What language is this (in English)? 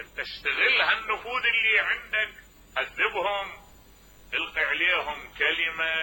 Mesopotamian Arabic